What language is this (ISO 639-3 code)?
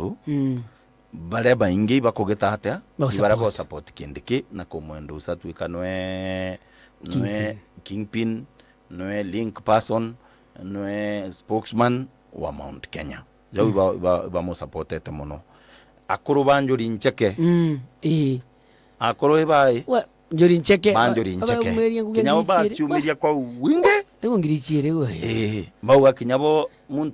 mer